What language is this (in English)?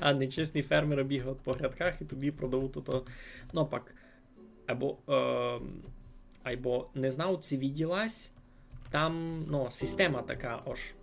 Rusyn